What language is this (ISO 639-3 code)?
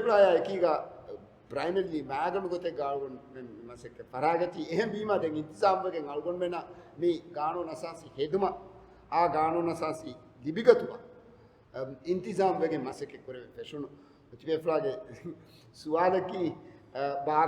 div